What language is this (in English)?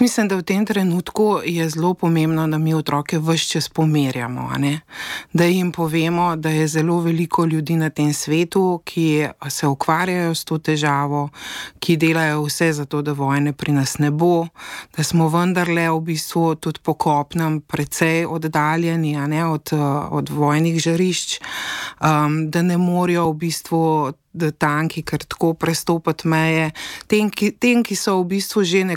Slovenian